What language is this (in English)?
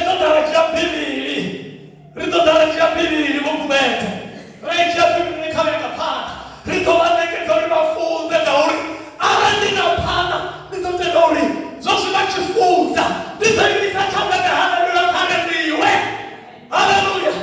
Venda